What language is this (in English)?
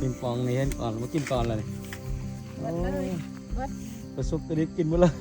Lao